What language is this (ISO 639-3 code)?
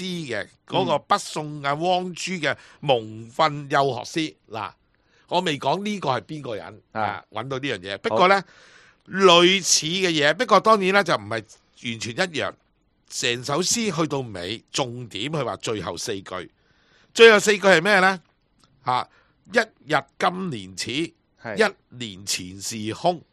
yue